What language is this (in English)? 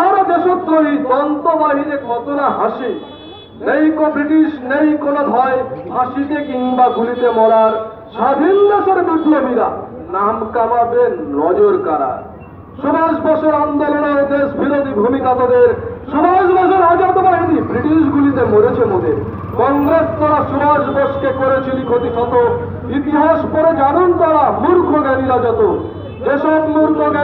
Bangla